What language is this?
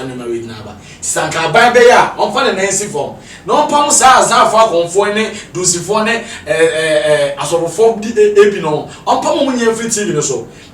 Akan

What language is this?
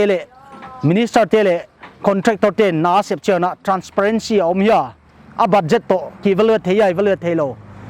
Paite Chin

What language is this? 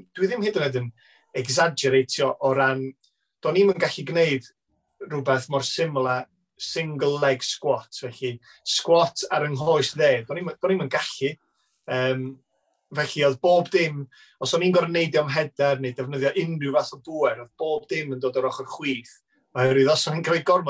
Welsh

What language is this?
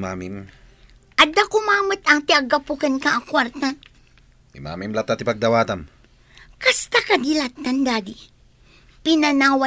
Iloko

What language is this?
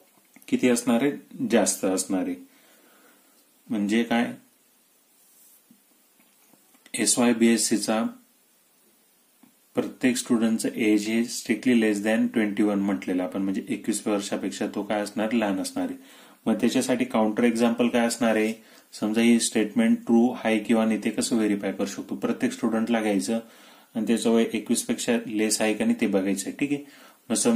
Marathi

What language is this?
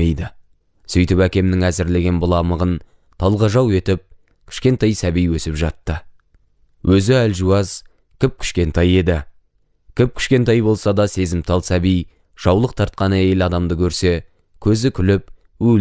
Kazakh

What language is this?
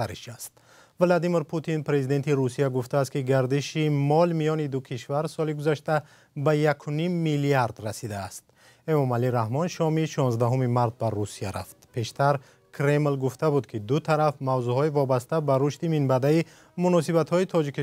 Tajik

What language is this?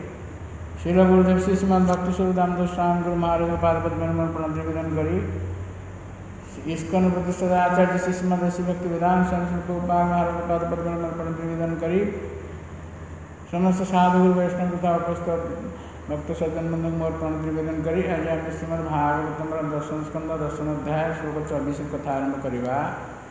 Odia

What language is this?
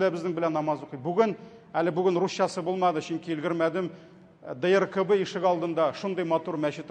Tatar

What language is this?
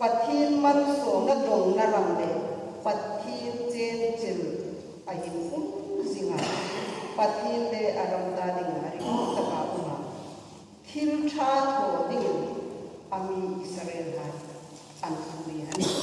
Hmar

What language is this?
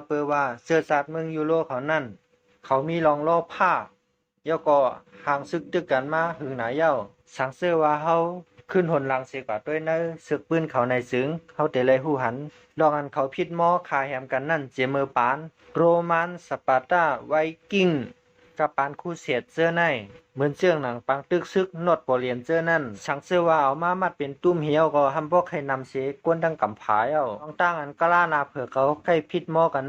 Shan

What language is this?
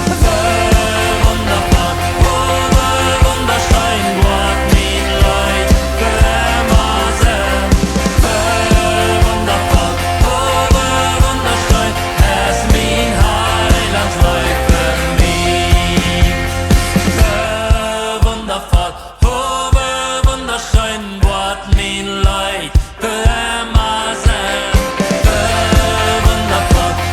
Plautdietsch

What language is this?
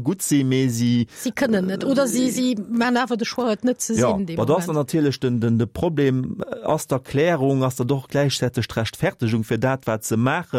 Luxembourgish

